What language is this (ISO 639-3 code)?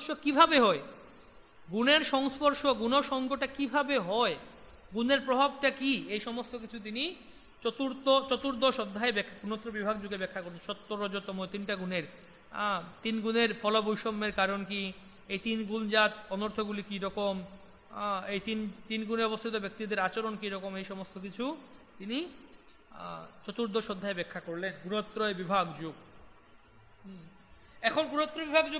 ben